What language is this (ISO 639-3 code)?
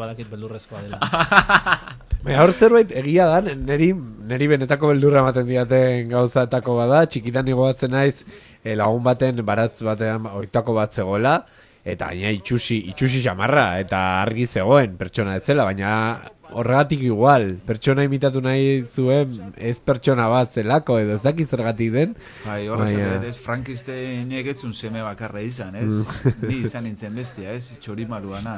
eus